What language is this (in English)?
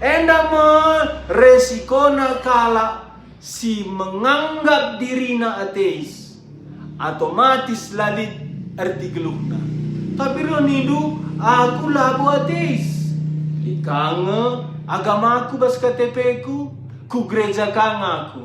Batak Karo